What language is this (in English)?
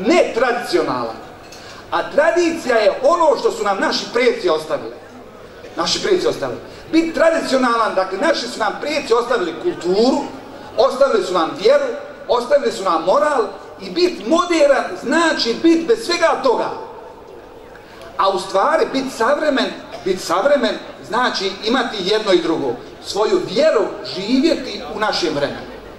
Bosnian